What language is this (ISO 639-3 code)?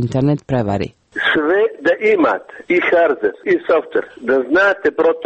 hrv